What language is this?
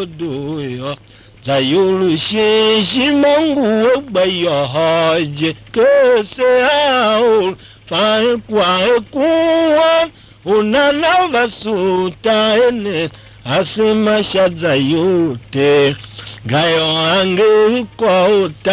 Tiv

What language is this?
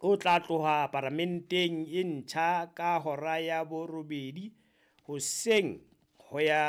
Southern Sotho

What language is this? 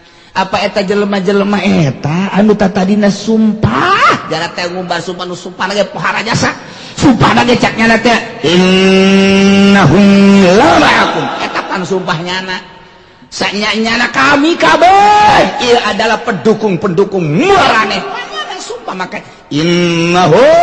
Sundanese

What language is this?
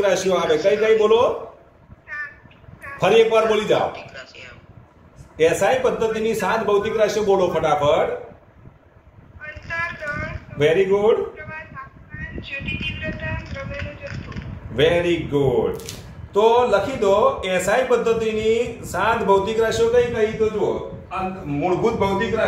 Gujarati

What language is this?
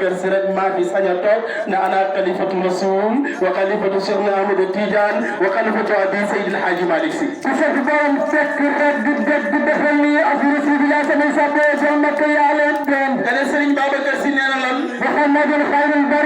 Wolof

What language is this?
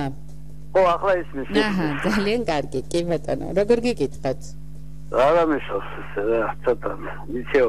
Georgian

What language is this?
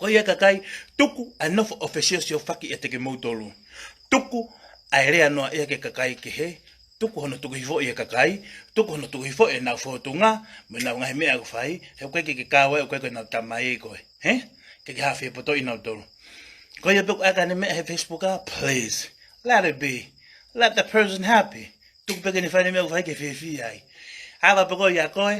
Tongan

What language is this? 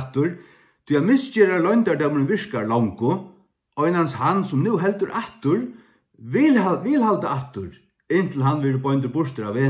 Faroese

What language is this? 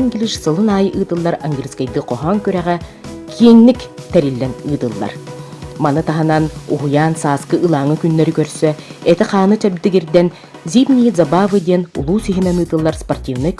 Yakut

